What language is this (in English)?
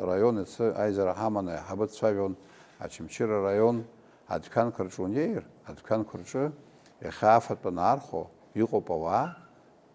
Abkhazian